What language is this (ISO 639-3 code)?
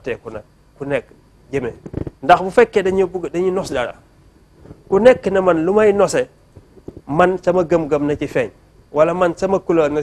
wol